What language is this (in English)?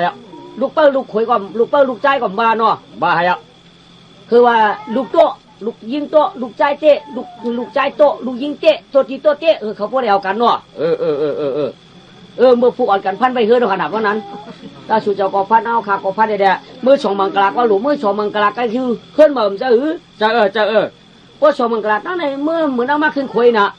Shan